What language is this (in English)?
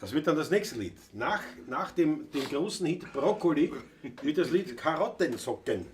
Bavarian